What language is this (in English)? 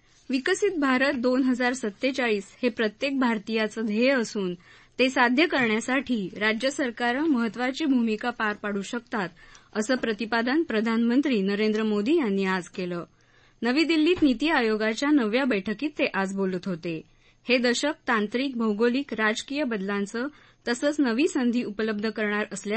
Marathi